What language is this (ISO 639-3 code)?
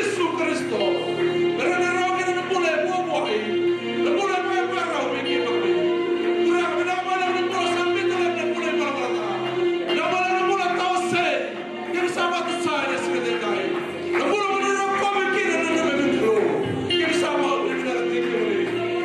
fij